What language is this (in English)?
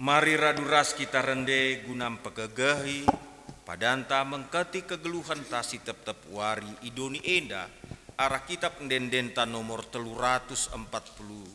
Batak Karo